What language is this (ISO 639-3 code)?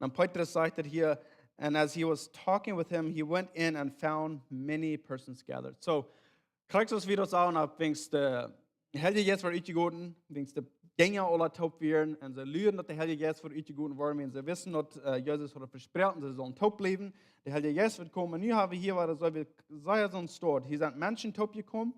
pdt